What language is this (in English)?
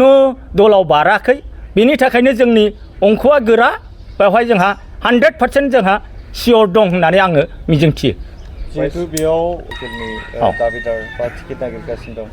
Bodo